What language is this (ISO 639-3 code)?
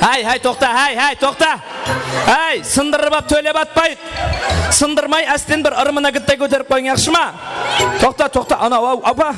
kaa